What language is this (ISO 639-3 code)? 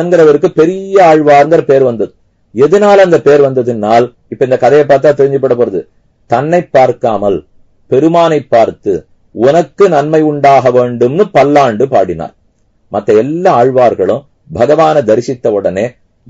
tam